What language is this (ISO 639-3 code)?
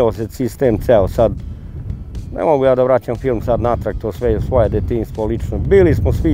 srp